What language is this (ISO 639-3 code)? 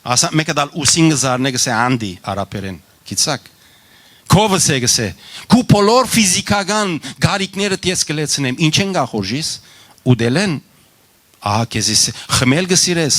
hyw